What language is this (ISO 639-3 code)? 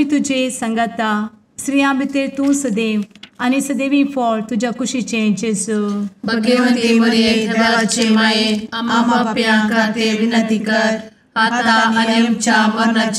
kok